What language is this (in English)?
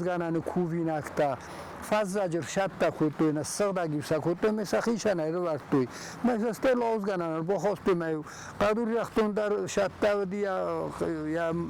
Ossetic